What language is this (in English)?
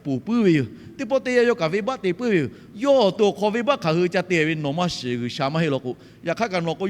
Lahu